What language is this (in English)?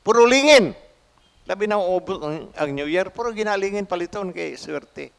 Cebuano